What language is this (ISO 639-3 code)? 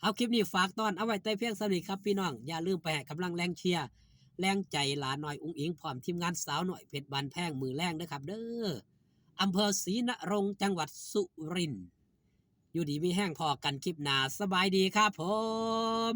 tts